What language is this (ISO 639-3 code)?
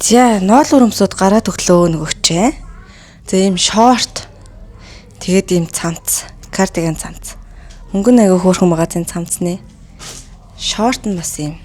mon